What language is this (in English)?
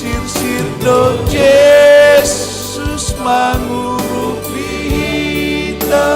Batak Simalungun